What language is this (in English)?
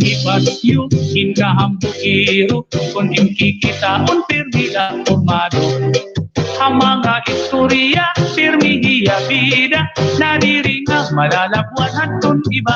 Waray